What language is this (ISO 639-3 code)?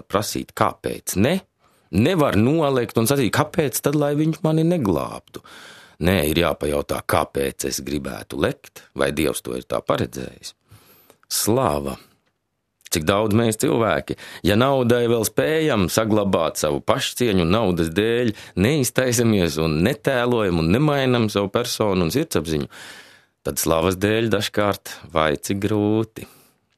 lav